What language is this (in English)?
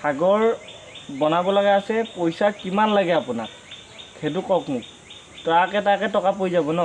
Assamese